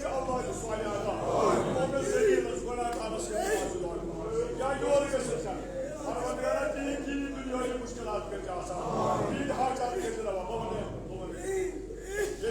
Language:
Kashmiri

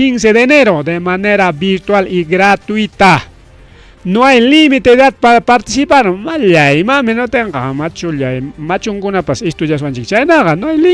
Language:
Ayacucho Quechua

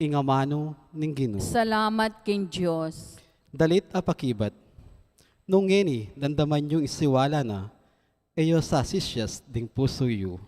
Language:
Pampanga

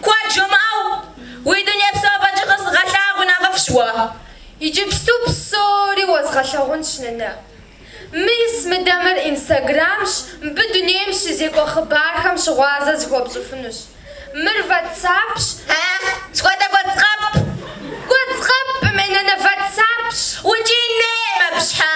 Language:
Kabardian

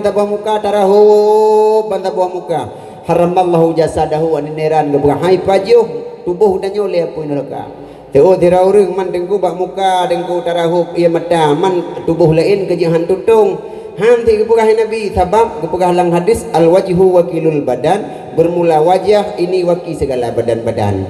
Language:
Achinese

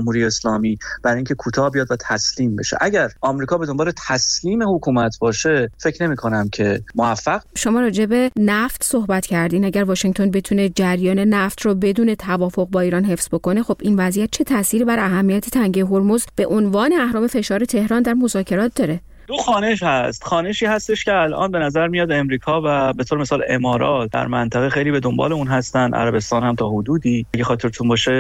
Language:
Persian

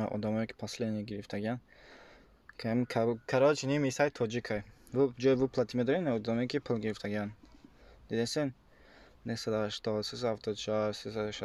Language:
Tajik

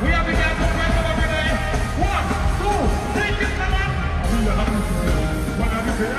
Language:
Jamaican Creole English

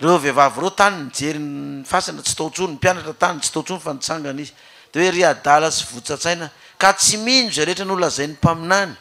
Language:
Malagasy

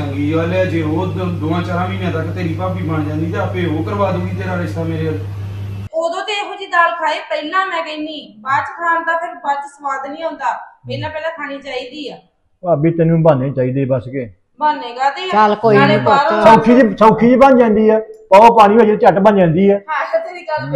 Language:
Punjabi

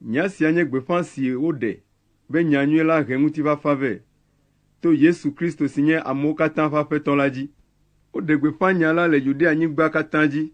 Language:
Ewe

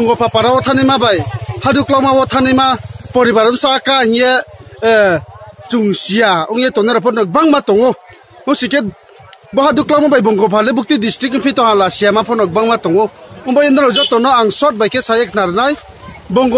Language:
Riang (India)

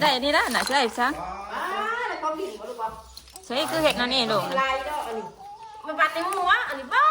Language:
Northeastern Thai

